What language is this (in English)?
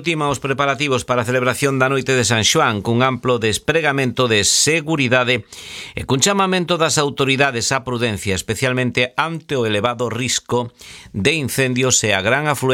Galician